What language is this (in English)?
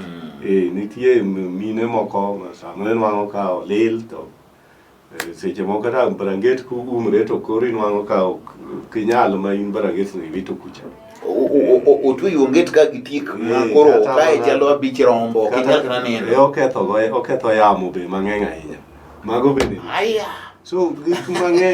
Luo (Kenya and Tanzania)